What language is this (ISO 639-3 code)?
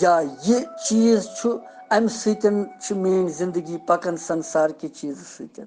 kas